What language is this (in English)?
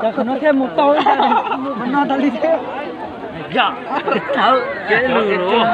Hmong